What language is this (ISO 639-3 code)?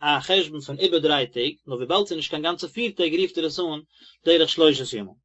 yid